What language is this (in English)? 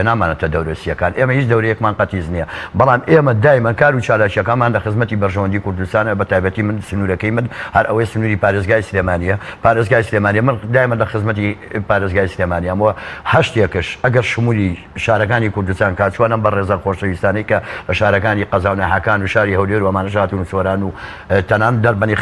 Central Kurdish